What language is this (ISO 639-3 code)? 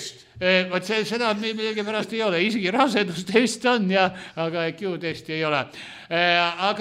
est